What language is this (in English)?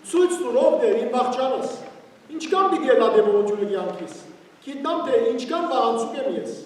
Western Armenian